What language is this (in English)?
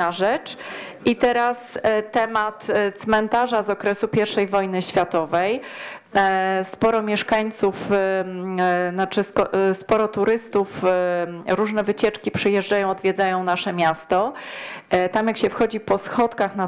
Polish